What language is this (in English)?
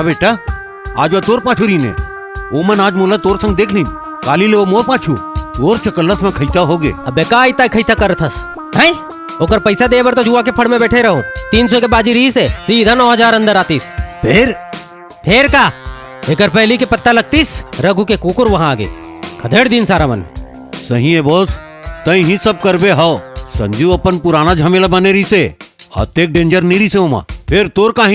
Chhattisgarhi